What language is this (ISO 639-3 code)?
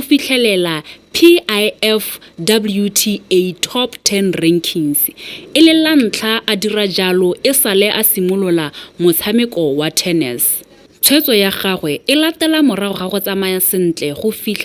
tsn